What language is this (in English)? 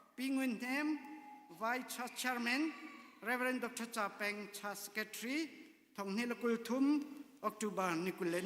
Hakha Chin